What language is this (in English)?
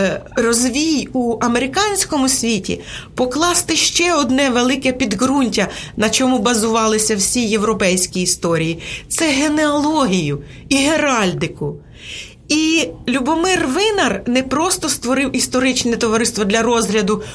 Ukrainian